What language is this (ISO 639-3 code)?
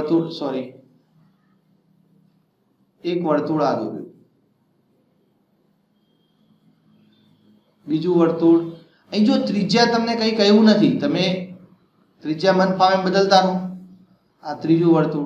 guj